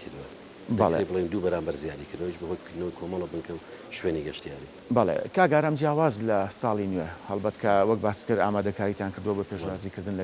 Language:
Central Kurdish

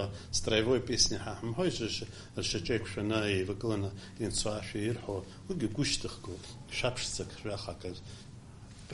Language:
Abkhazian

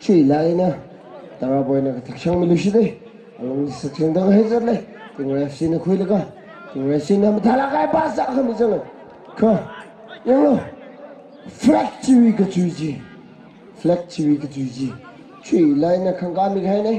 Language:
Tangkhul Naga (India)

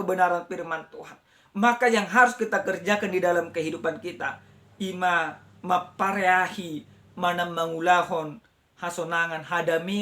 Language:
Batak Toba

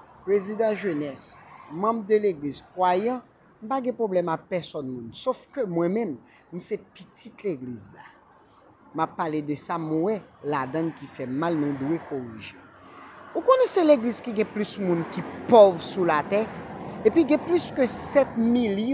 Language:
Haitian Creole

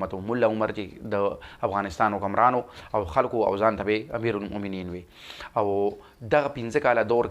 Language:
Pashto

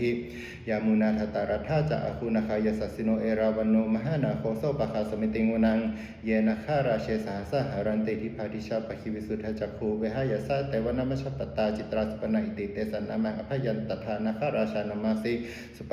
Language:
Pali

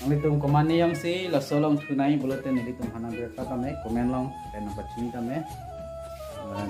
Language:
Karbi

